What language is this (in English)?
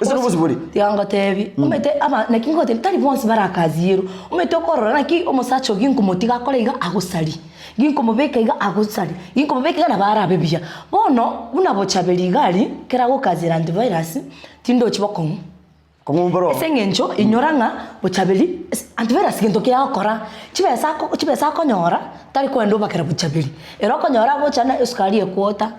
Gusii